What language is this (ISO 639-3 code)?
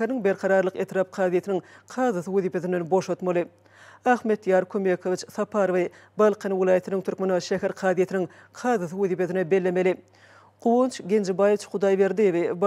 tuk